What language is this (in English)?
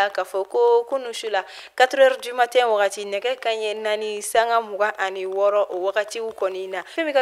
Bambara